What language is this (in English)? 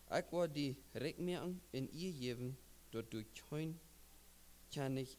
Plautdietsch